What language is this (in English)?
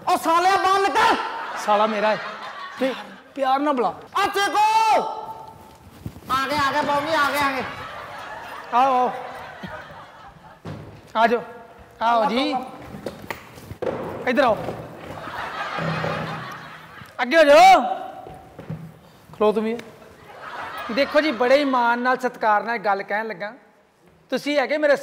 Punjabi